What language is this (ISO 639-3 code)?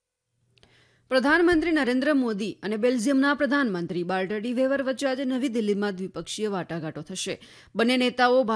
guj